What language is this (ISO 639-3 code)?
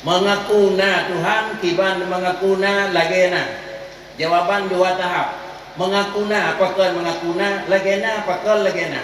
ace